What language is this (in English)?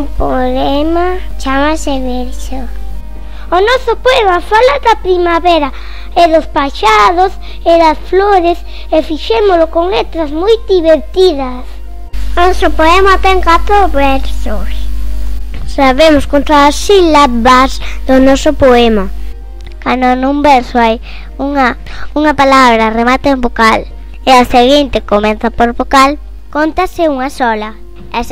Galician